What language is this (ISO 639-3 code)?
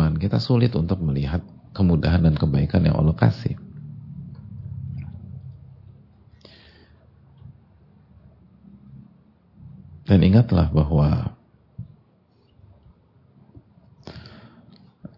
ind